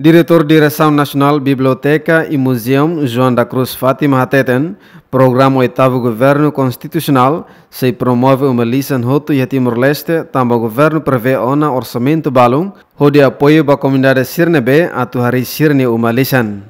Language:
Tetum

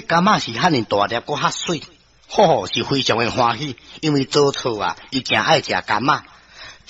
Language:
Min Nan Chinese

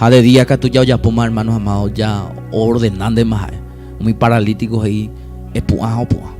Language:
Guarani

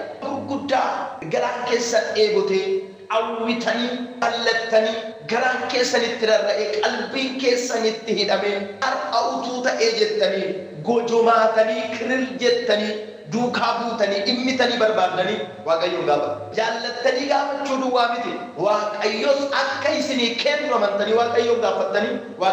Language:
Oromo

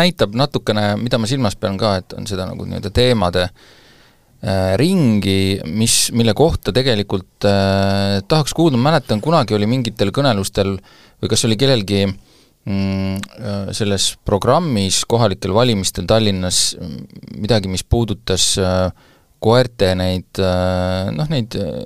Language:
Estonian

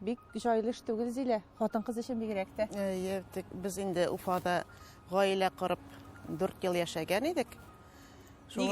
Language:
Tatar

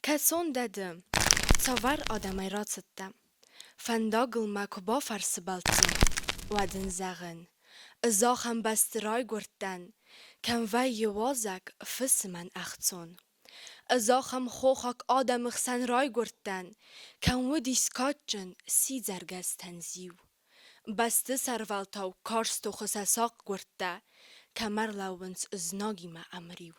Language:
Ossetic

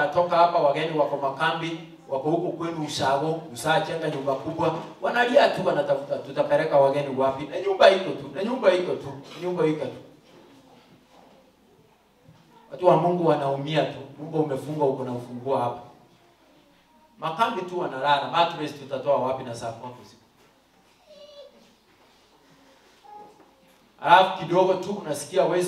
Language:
Swahili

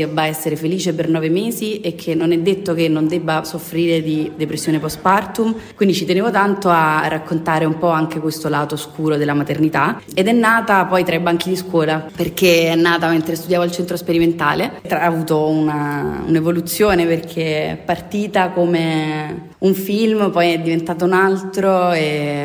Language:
Italian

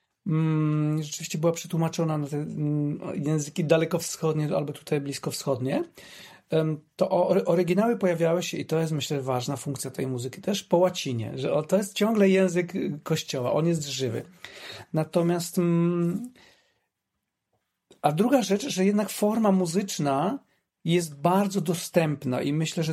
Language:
Polish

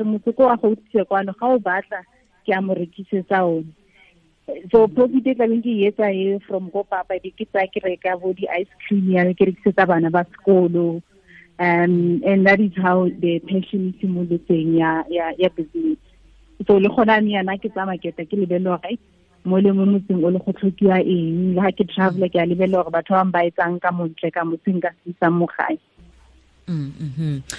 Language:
Tswana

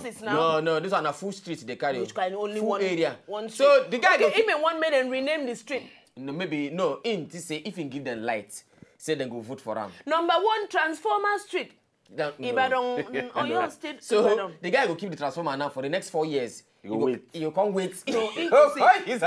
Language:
Nigerian Pidgin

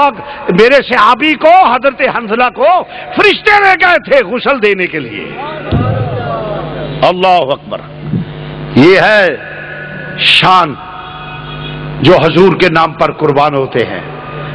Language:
Urdu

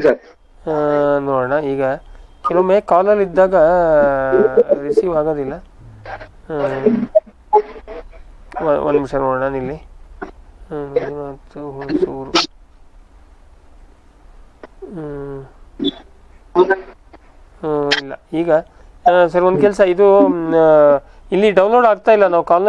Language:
Kannada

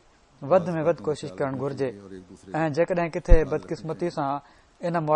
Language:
Sindhi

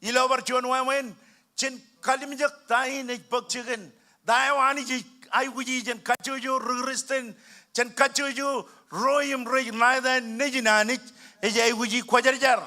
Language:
Marshallese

